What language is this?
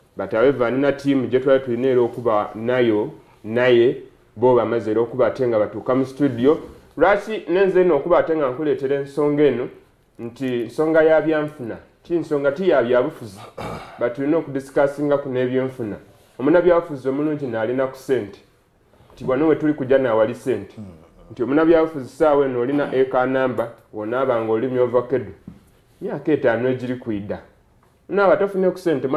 Soga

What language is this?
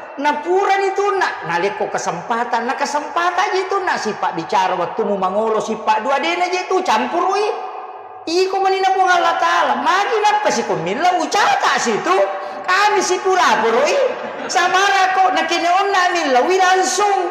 Buginese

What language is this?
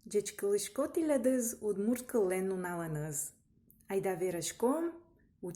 Udmurt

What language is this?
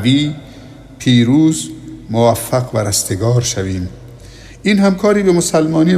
Tajik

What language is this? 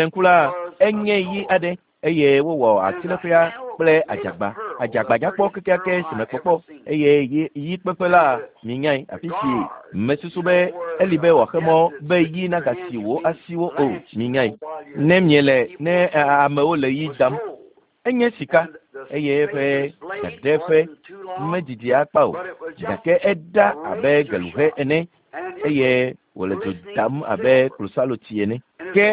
Ewe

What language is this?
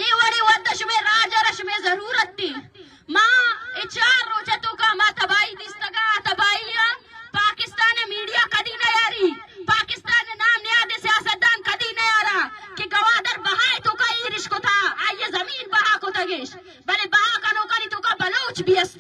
Baluchi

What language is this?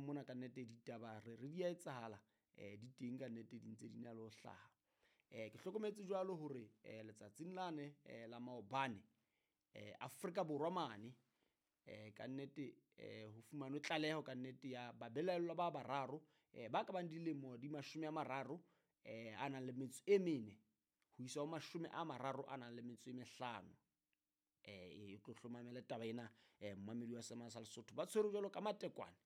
Southern Sotho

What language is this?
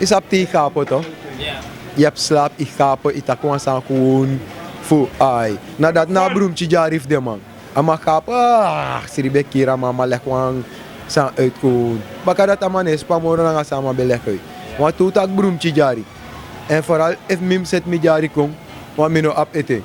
Sranan Tongo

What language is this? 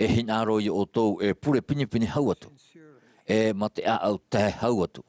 Tahitian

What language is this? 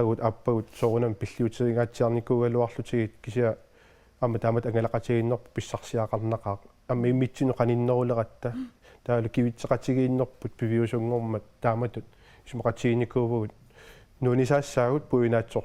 Kalaallisut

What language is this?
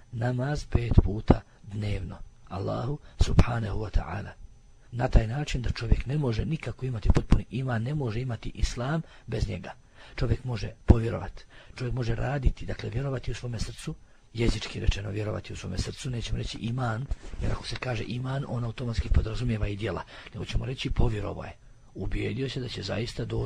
Bosnian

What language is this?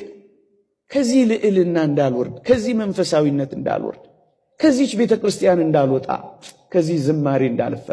Amharic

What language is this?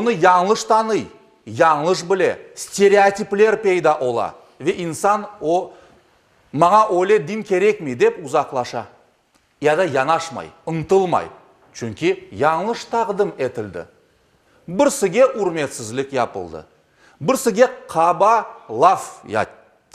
Crimean Tatar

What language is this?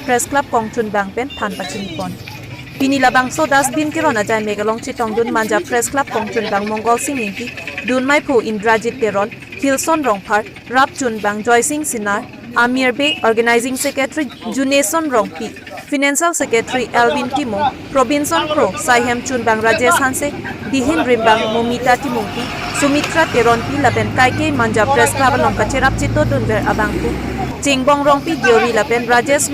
Karbi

